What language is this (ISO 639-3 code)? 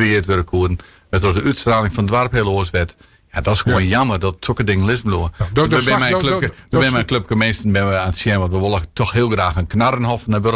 fry